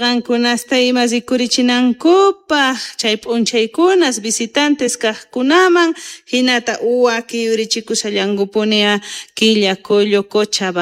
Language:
Quechua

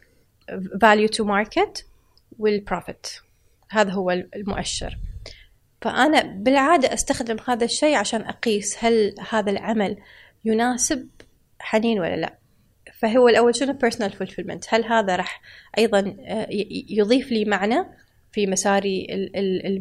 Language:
Gulf Arabic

